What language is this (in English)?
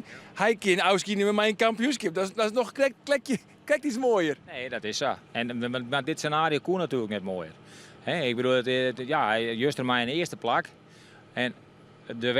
Western Frisian